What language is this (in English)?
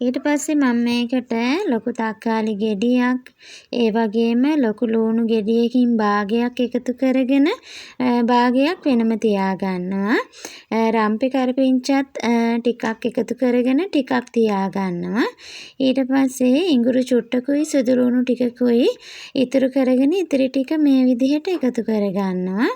Sinhala